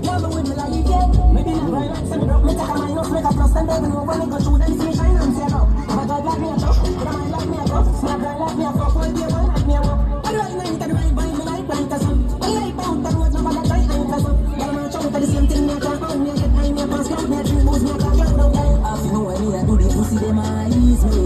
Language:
Jamaican Creole English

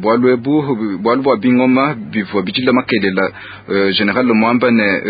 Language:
Luba-Lulua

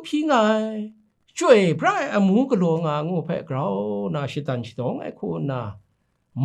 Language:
Kachin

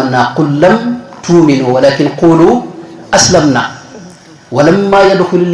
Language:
Wolof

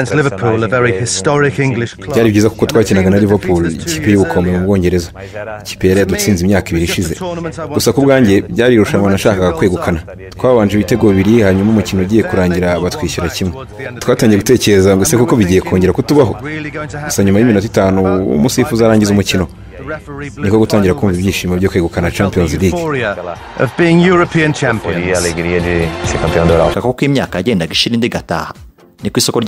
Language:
Kinyarwanda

